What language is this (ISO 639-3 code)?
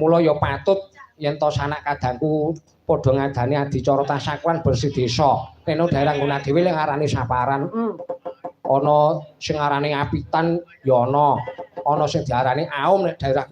jav